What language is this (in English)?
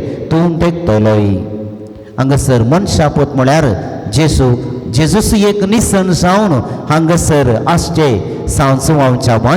Konkani